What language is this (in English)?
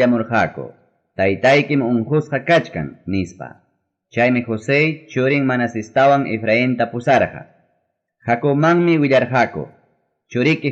Ayacucho Quechua